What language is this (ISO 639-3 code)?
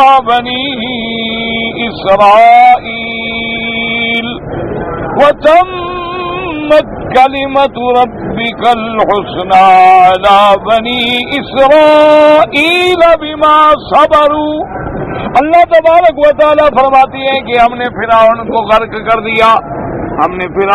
urd